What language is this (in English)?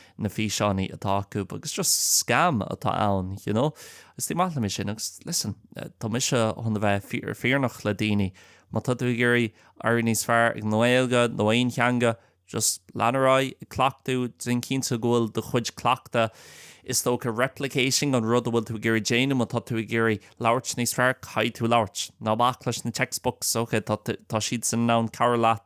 Irish